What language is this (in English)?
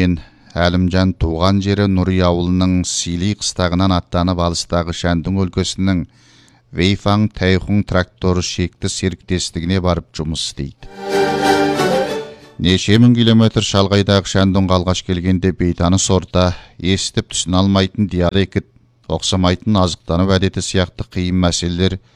Kazakh